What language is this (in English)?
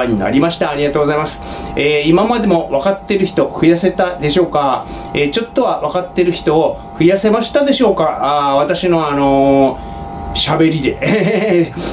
Japanese